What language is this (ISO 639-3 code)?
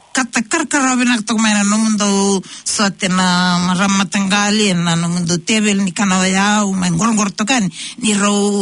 fij